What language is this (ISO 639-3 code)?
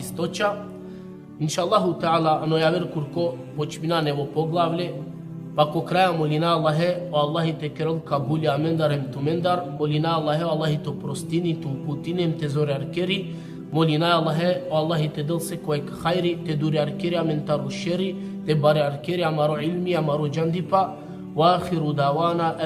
rmn